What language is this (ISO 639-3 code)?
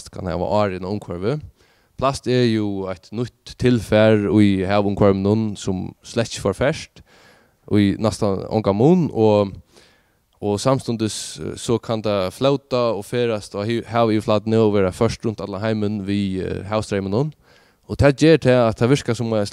fao